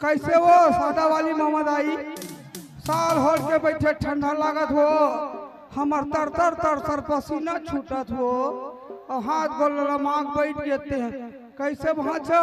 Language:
Chhattisgarhi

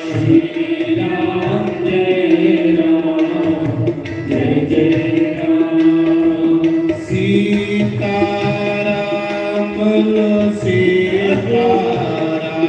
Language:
Dogri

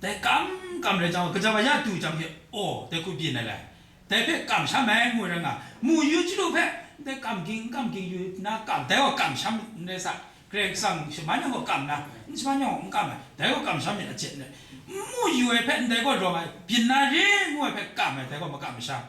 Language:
Kachin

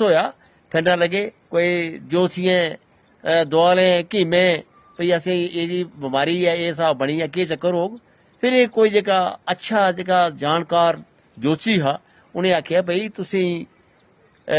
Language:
Dogri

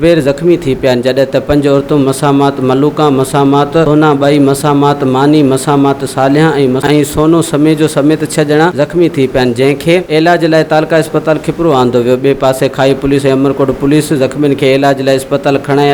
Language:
Sindhi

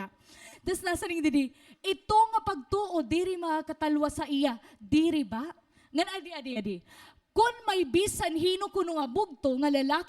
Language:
Waray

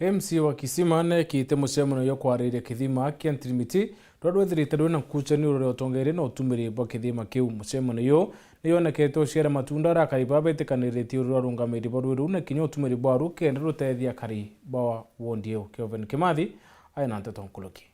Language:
Meru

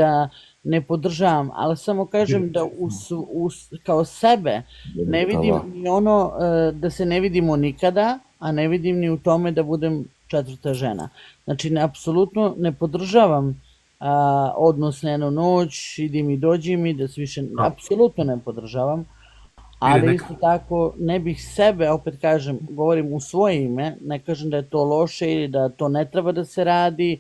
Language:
Bosnian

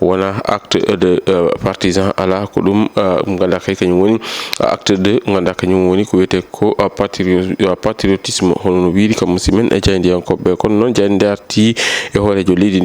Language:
Fula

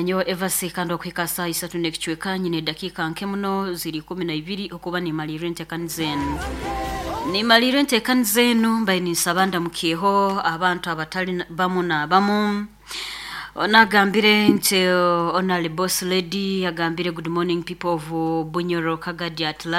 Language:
Nyoro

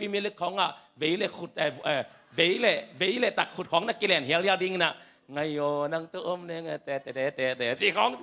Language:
Tedim Chin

